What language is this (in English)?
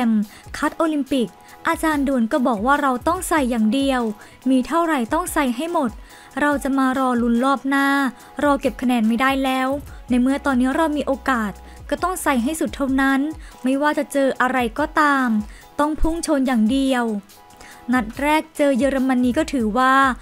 Thai